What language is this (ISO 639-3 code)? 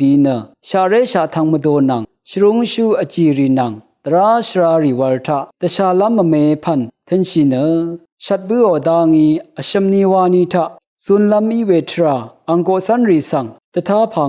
raw